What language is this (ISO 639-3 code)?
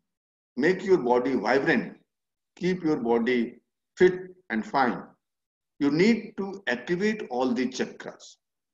eng